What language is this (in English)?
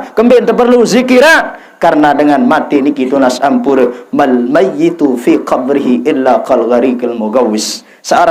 Sasak